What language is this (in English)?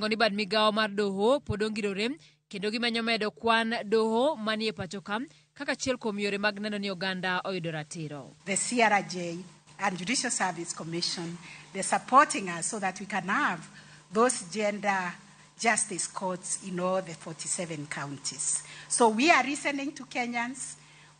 Luo (Kenya and Tanzania)